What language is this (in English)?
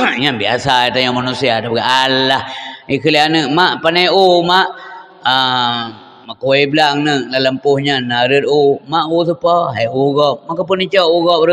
Achinese